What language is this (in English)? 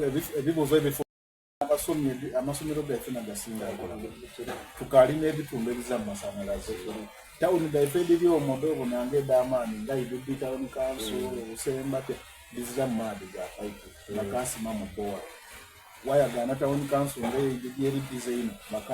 Soga